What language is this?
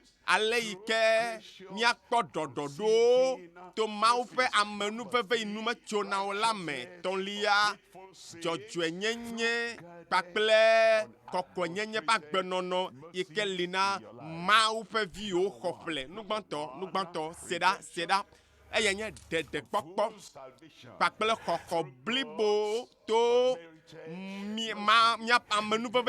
Ewe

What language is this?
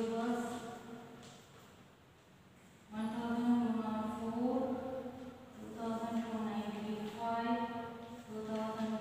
Kannada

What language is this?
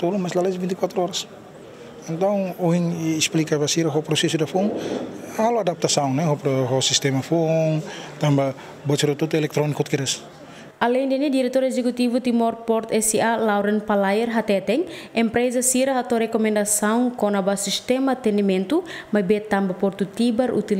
Tetum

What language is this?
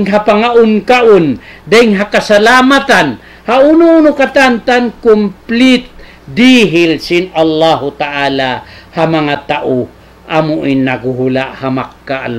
Tausug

